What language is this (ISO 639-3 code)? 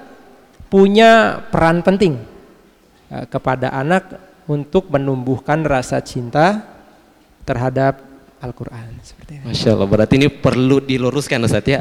ind